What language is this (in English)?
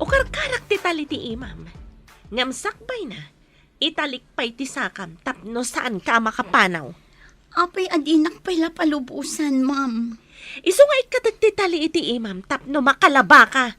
Iloko